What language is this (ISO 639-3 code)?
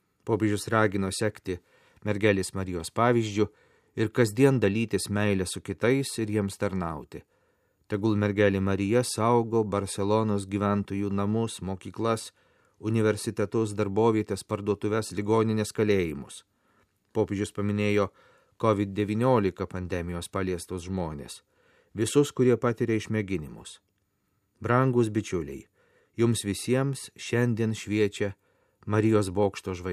lit